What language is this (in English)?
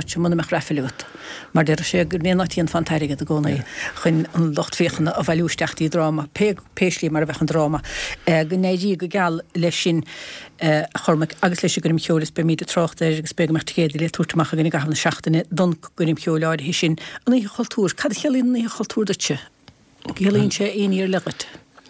Irish